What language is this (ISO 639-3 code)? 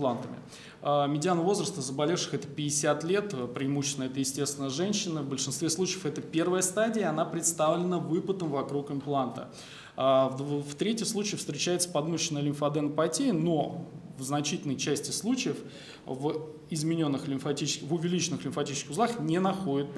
rus